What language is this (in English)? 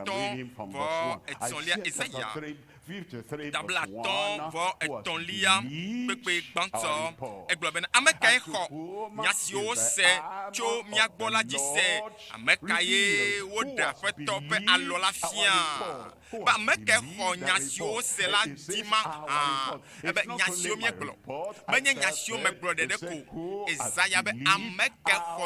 Ewe